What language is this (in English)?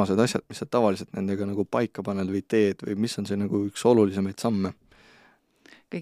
Estonian